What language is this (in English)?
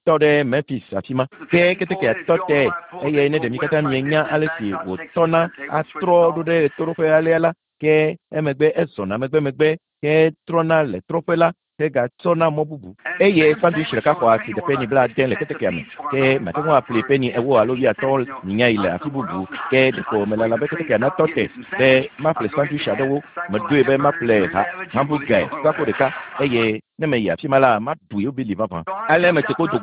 Ewe